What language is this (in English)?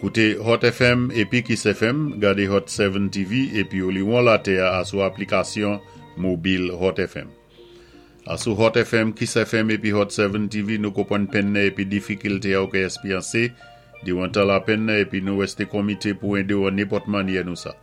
Saint Lucian Creole French